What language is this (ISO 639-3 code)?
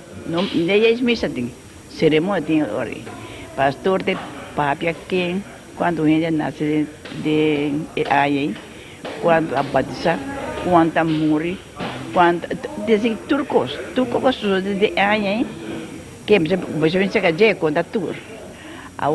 pap